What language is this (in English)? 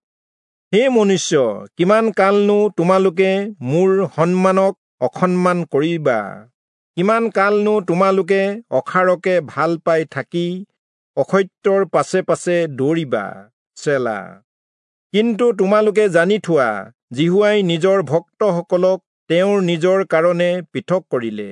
Assamese